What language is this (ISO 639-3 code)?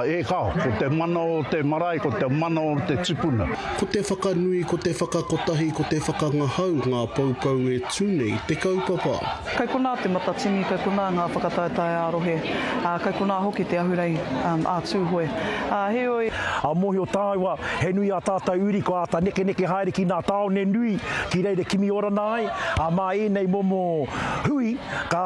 mri